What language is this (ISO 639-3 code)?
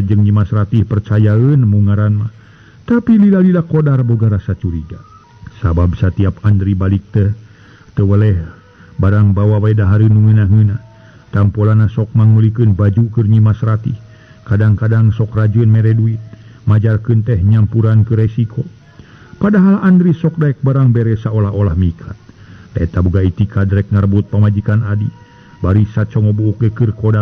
sun